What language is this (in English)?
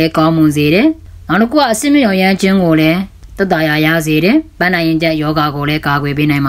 Burmese